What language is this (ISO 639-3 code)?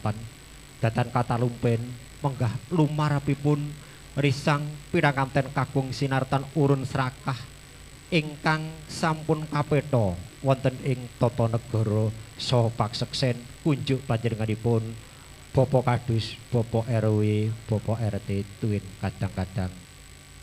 jav